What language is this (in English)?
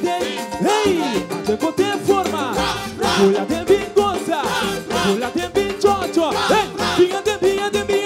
Papiamento